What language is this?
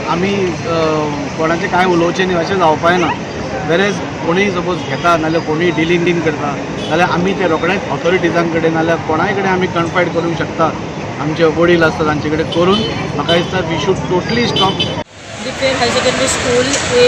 Konkani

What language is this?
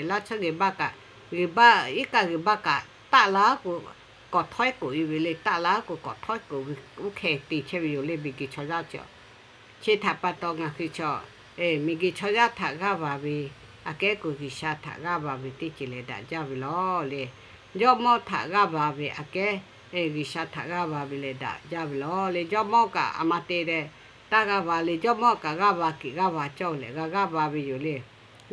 Lahu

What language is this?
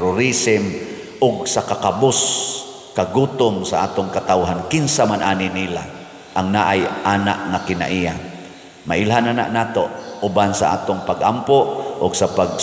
Cebuano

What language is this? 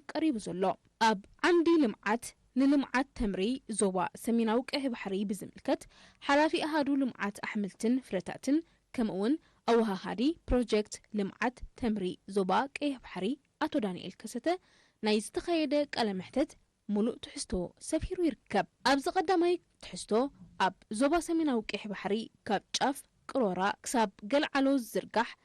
Tigrinya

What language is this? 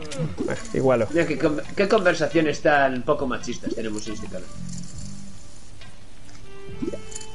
Spanish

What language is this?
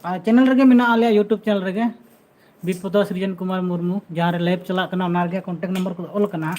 Santali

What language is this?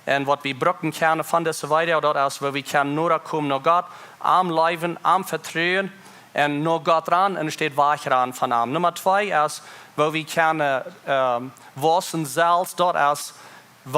Plautdietsch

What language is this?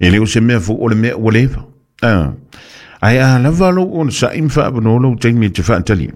Samoan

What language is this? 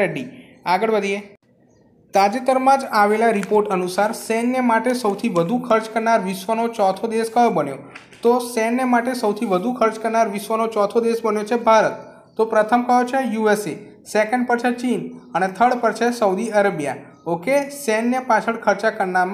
Gujarati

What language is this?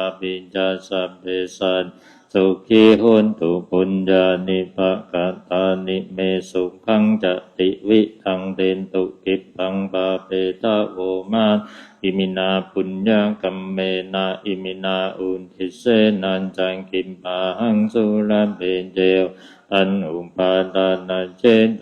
Pali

